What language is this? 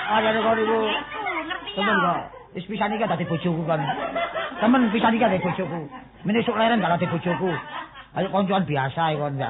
Javanese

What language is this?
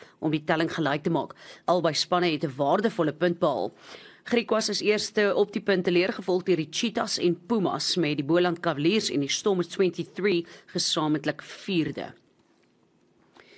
Afrikaans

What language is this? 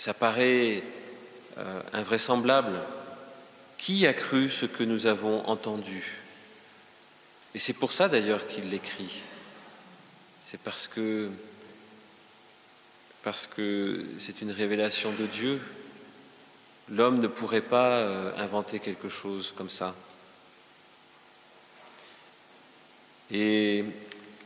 French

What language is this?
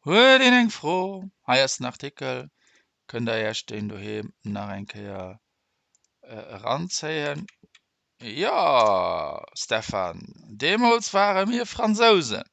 Luxembourgish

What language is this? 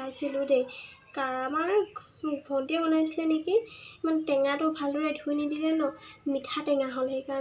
Assamese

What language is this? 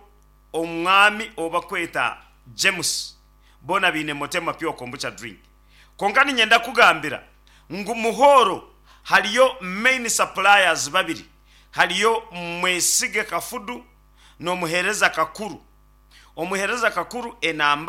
Nyankole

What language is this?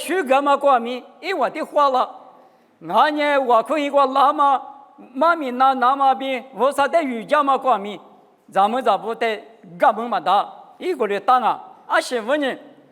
Lisu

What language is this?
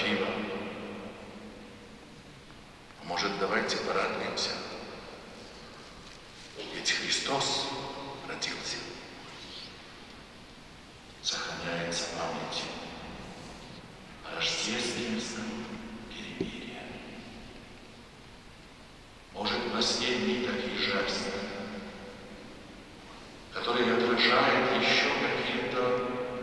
Russian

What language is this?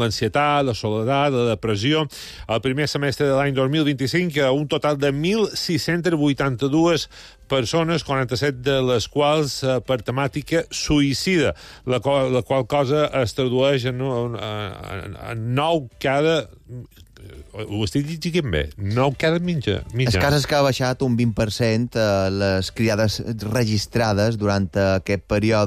Catalan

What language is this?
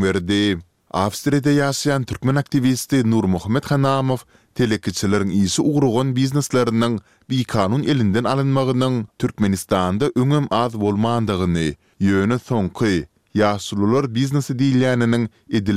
Turkmen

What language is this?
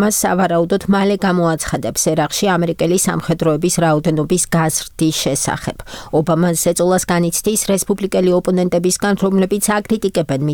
Georgian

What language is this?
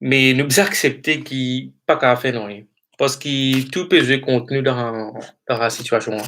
Morisyen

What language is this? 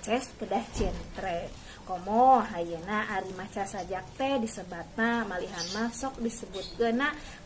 Sundanese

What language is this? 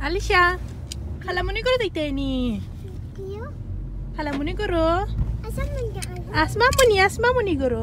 Sylheti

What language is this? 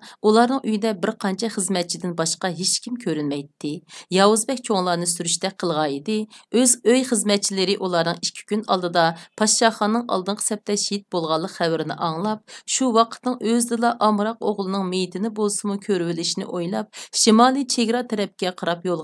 Uyghur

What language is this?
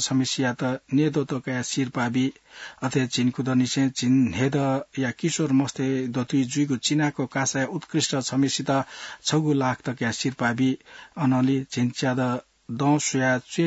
Newari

